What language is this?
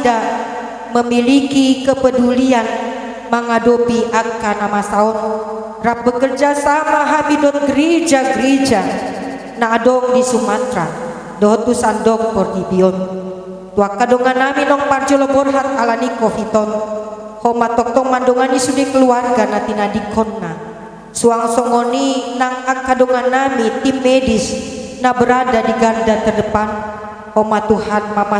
Batak Toba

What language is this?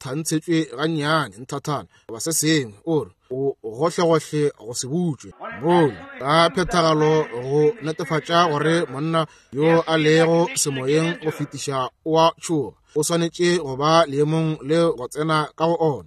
Northern Sotho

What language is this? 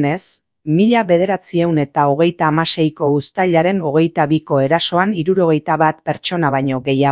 Basque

